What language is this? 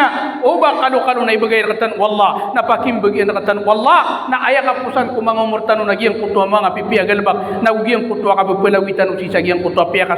Maranao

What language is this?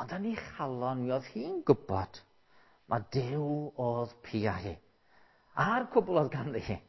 Welsh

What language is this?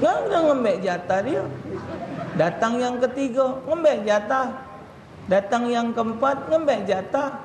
Musi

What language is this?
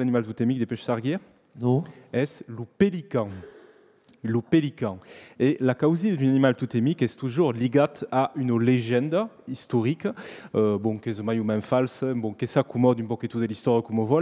Occitan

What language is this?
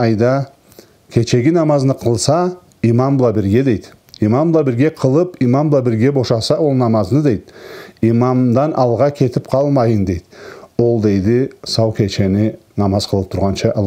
Karachay-Balkar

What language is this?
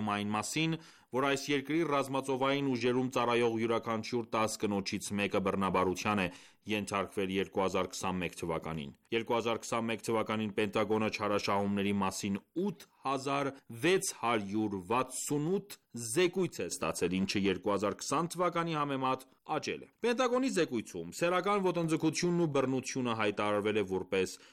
Armenian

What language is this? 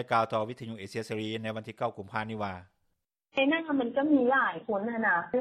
Lao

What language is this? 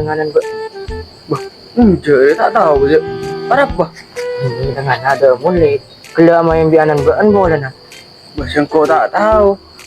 Madurese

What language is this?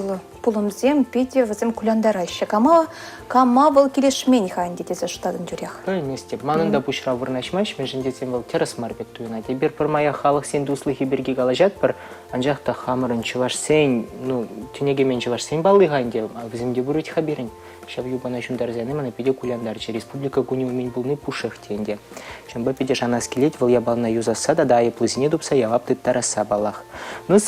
Chuvash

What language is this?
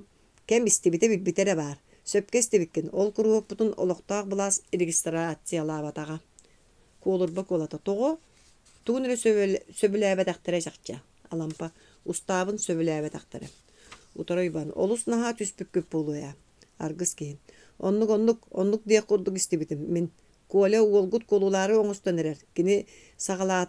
Yakut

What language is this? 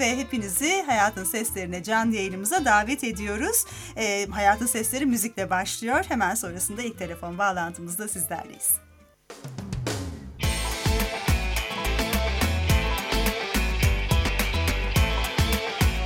Turkish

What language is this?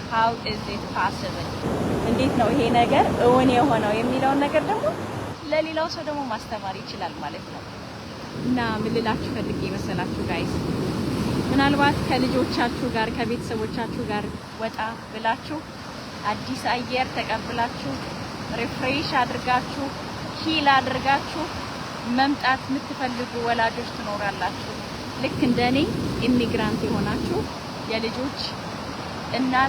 Amharic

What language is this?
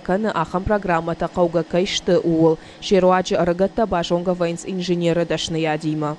Ossetic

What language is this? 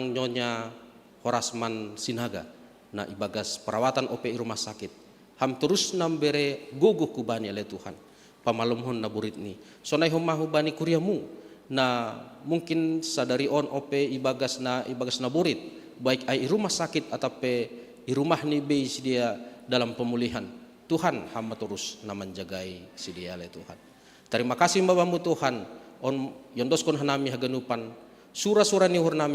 Batak Simalungun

